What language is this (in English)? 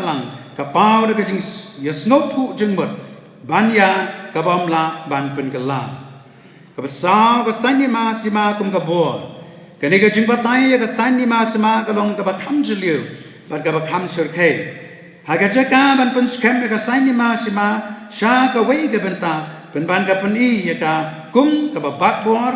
Khasi